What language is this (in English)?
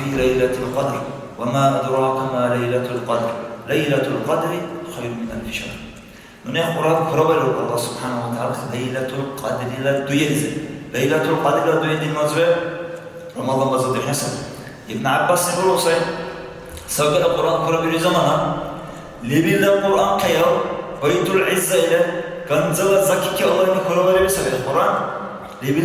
Dargwa